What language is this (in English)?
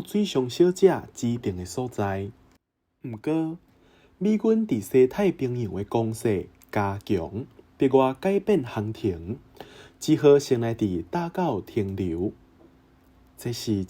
Min Nan Chinese